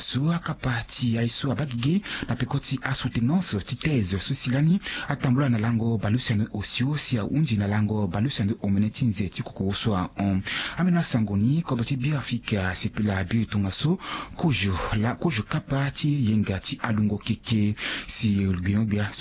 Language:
Sango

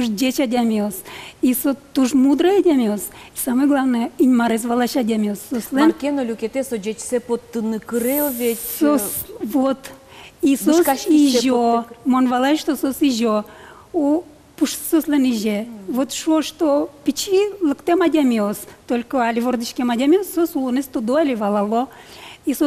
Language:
Udmurt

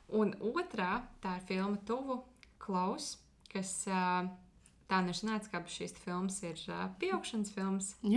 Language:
Latvian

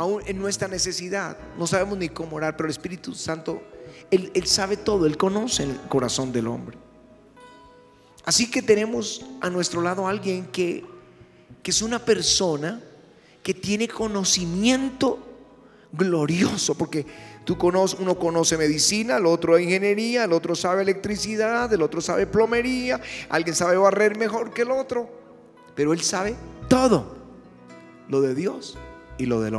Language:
Spanish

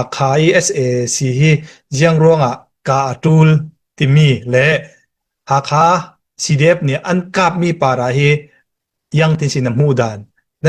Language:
Falam Chin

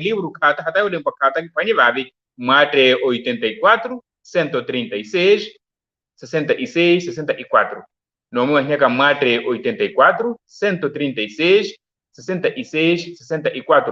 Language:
Makhuwa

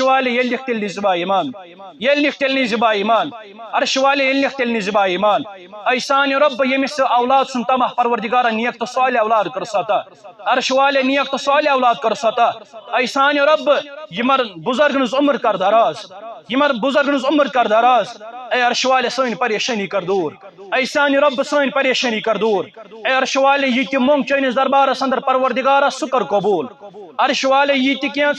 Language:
Kashmiri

